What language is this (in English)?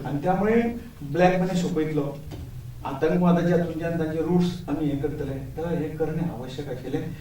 Konkani